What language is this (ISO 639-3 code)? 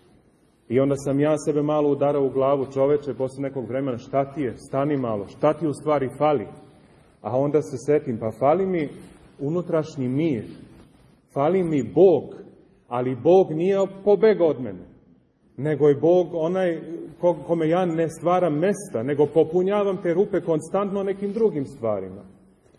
srp